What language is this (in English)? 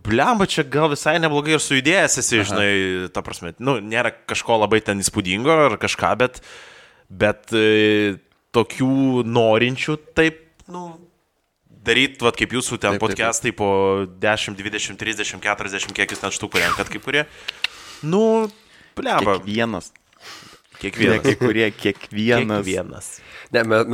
Lithuanian